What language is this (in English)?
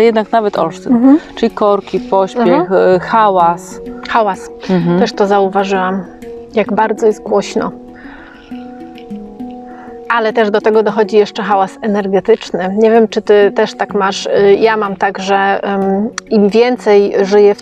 Polish